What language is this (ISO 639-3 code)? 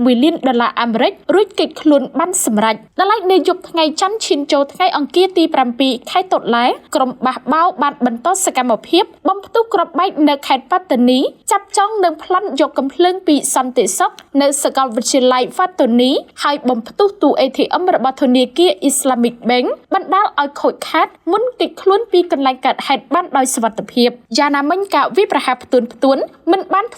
khm